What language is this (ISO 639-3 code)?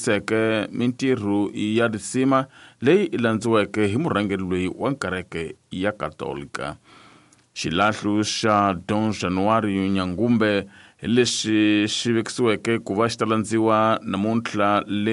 tso